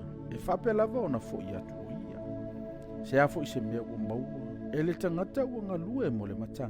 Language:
Samoan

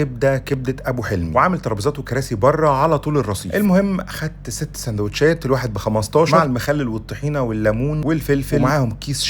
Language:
Egyptian Arabic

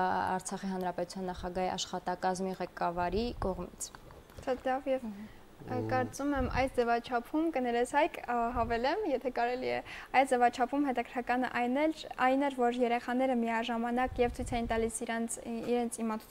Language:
Armenian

